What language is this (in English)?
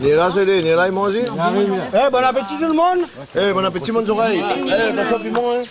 Réunion Creole French